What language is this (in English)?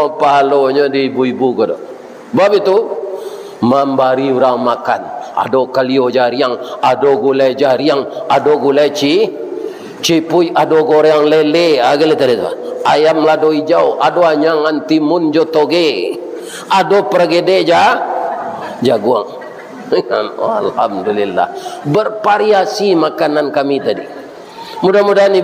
Minangkabau